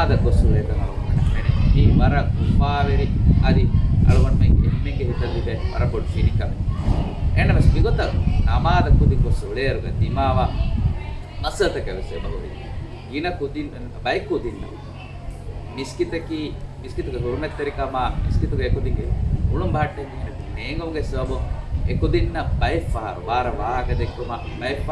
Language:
Divehi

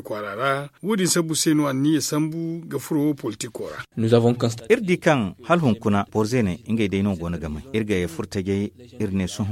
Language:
Zarma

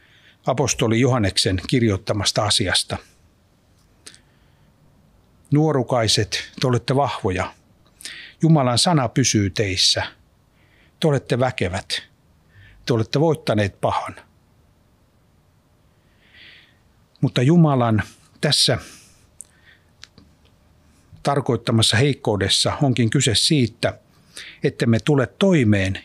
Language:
Finnish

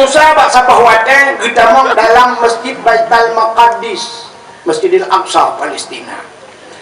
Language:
Achinese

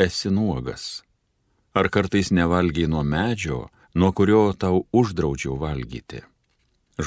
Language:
Lithuanian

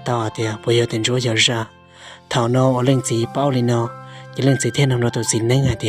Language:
Hmong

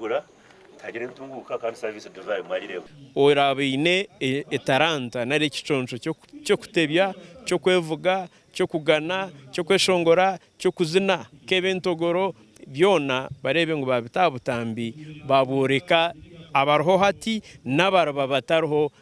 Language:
Nyankole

